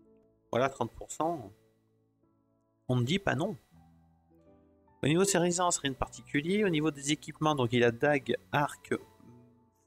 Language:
French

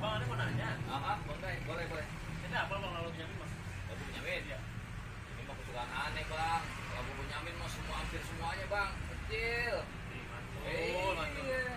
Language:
Betawi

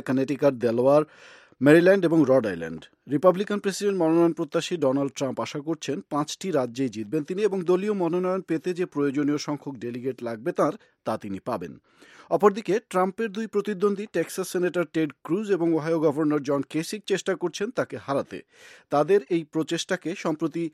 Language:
Bangla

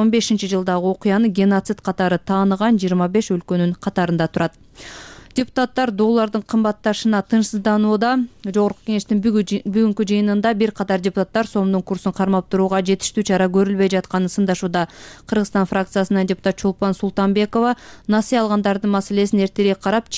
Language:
Kyrgyz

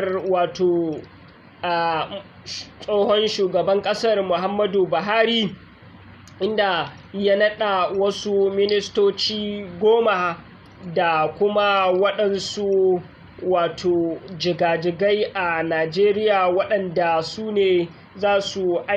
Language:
Hausa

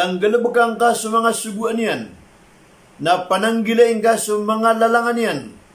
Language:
Maranao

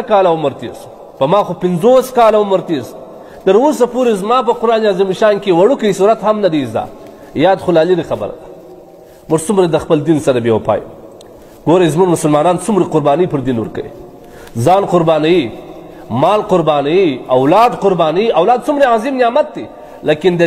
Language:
Pashto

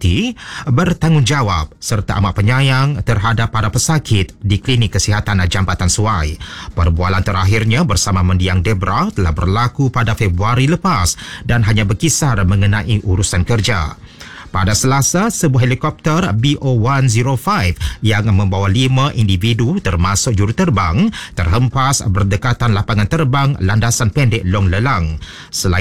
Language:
Malay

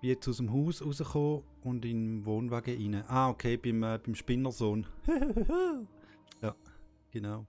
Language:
Swiss German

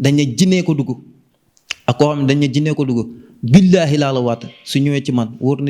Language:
Wolof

